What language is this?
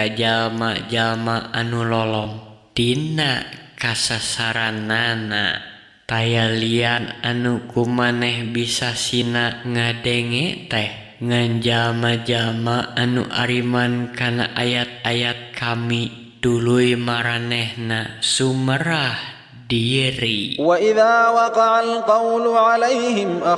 Sundanese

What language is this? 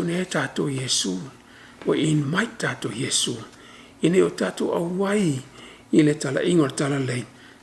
Samoan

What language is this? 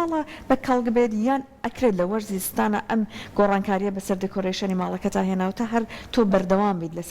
Central Kurdish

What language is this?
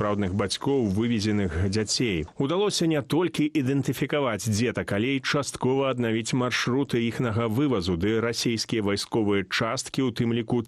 Belarusian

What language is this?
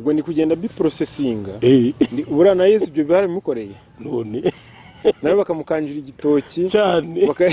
Kinyarwanda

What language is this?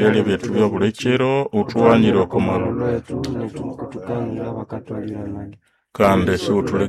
Nande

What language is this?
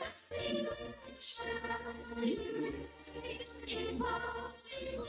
Ewe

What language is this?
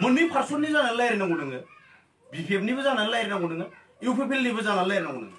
Bodo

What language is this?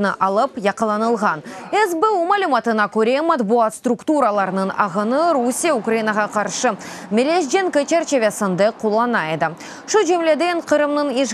Crimean Tatar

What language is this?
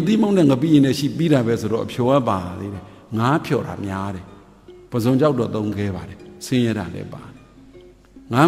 Burmese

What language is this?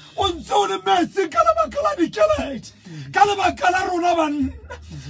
Tswana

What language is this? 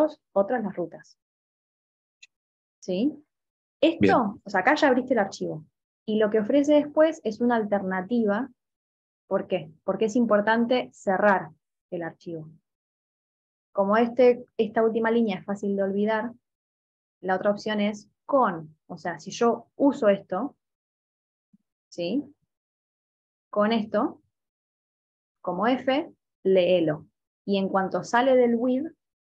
Spanish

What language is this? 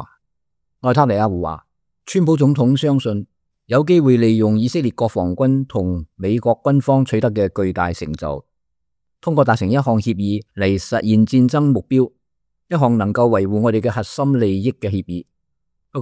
Cantonese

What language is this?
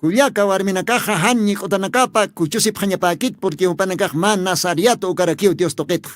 Aymara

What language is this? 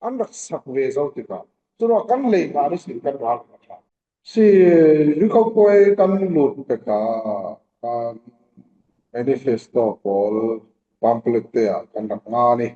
Falam Chin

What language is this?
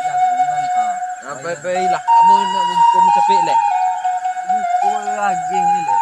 Minangkabau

